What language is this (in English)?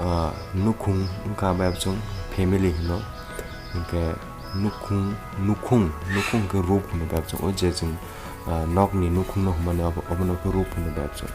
Kok Borok